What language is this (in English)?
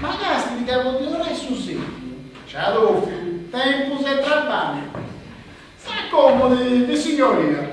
Sardinian